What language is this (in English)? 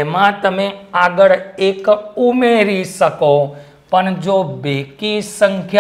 Gujarati